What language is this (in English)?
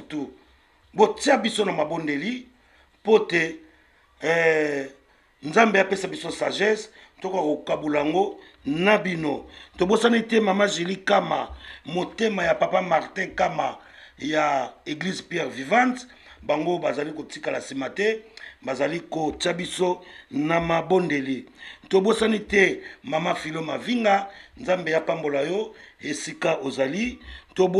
Lingala